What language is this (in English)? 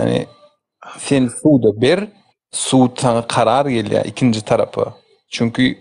Turkmen